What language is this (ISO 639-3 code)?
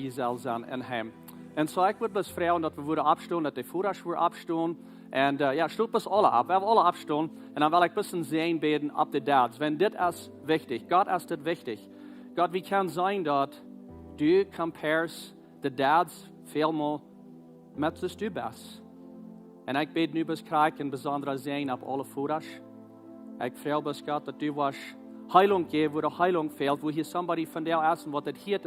pdt